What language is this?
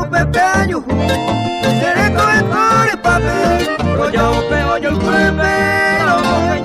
Guarani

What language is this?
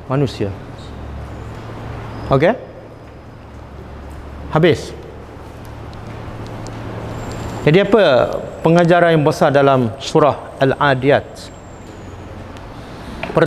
Malay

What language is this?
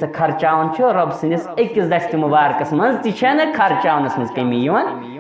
Kashmiri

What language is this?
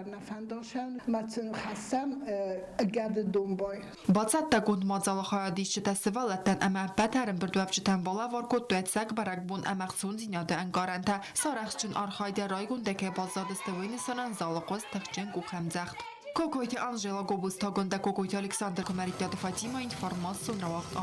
Ossetic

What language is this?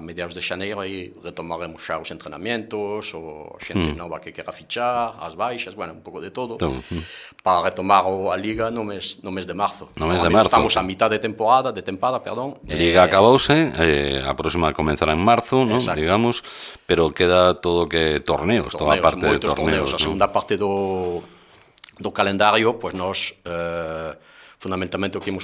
Galician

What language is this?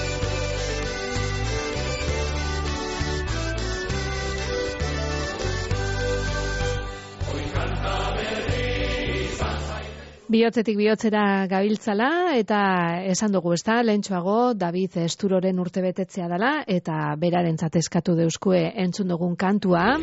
Basque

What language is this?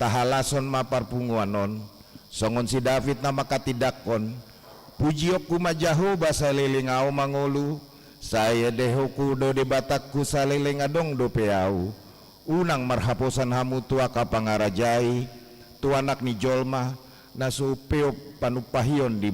Batak Toba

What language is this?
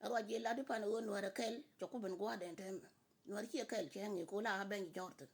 Nuer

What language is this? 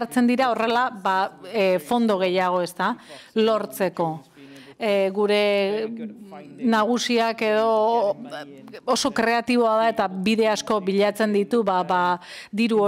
Basque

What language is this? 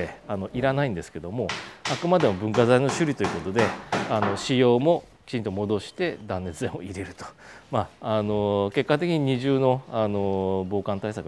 Japanese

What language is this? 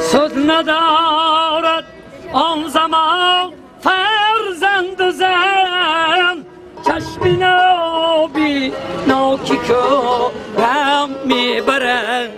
Tajik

